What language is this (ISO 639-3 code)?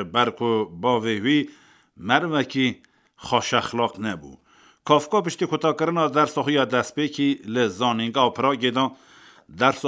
kur